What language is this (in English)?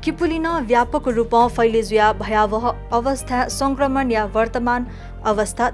Newari